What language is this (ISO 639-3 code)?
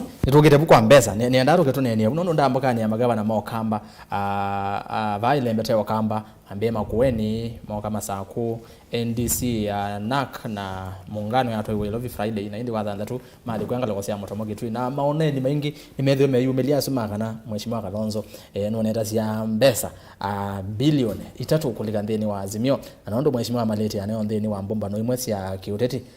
kam